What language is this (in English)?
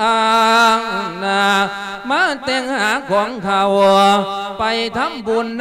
Lao